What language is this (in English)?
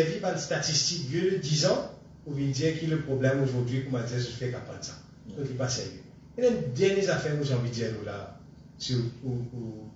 Morisyen